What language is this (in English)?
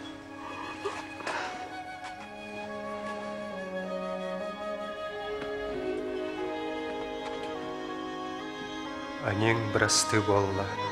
Yakut